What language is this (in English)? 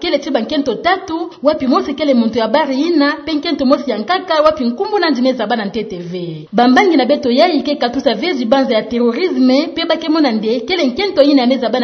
Kituba (Democratic Republic of Congo)